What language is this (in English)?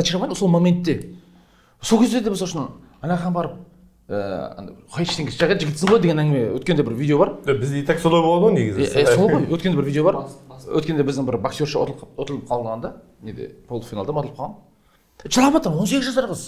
Kazakh